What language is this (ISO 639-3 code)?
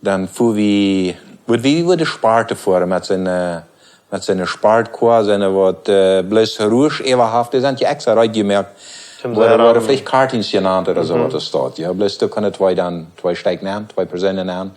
pdt